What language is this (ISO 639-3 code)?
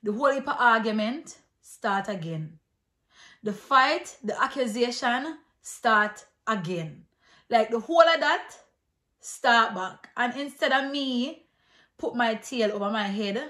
jam